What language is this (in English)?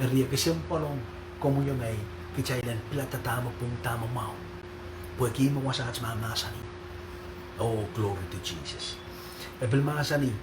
Pohnpeian